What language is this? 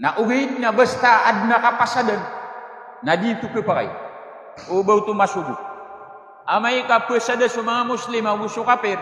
Maranao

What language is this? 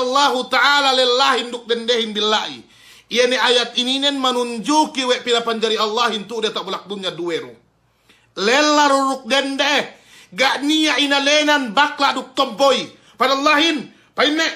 Yakan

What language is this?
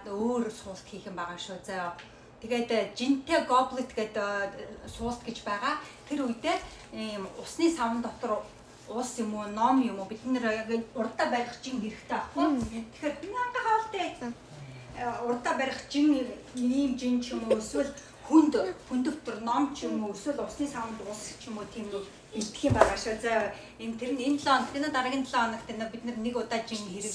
Mongolian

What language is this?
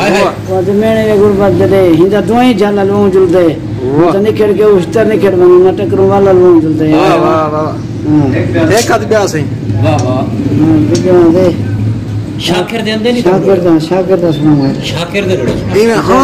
Saraiki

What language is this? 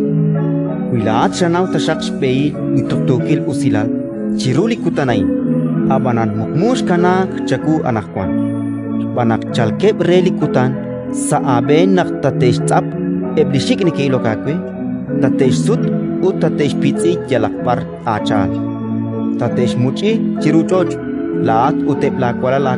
Kekchí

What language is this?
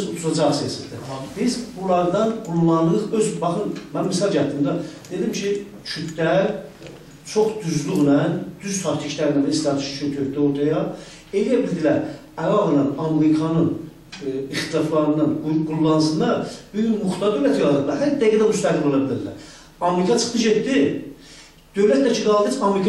South Azerbaijani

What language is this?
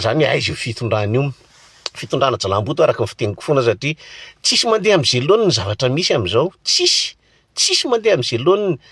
Malagasy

